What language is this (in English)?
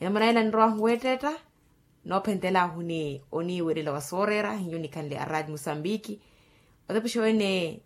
Makhuwa